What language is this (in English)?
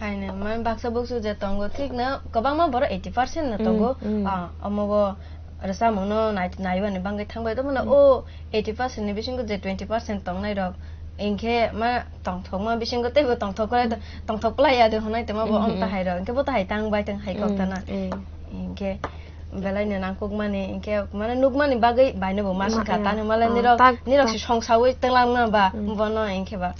Kok Borok